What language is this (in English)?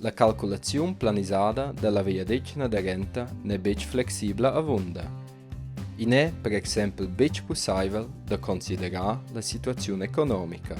Romansh